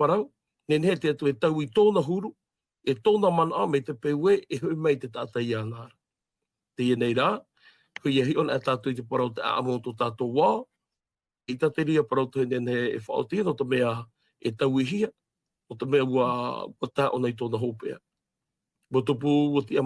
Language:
Tahitian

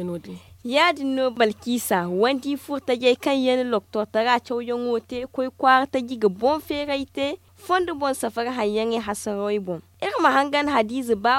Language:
Zarma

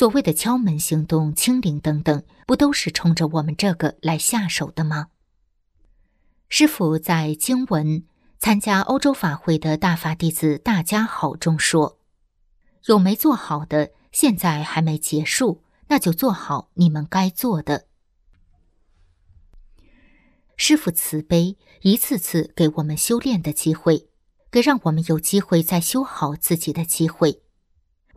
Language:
Chinese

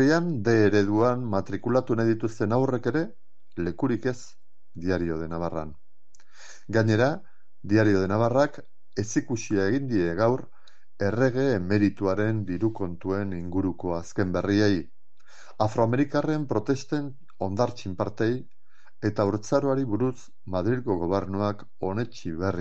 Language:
Basque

